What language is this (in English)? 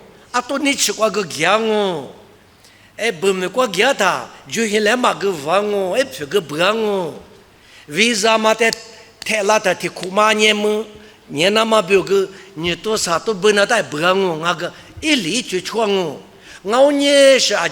Lisu